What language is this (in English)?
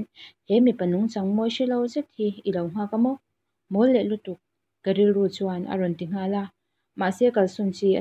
Mizo